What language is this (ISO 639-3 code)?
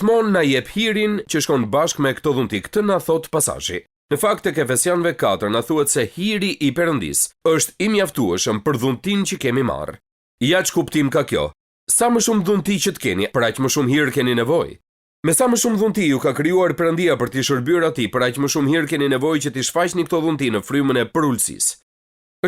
sqi